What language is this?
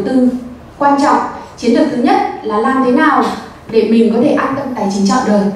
Vietnamese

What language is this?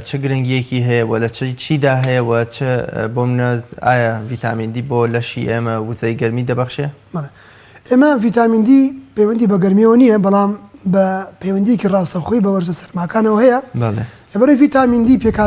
Central Kurdish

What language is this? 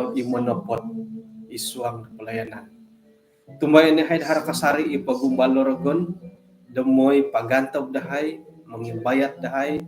Central Dusun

